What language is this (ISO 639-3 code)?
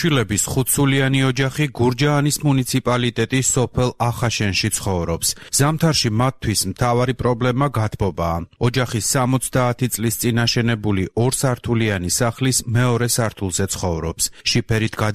kat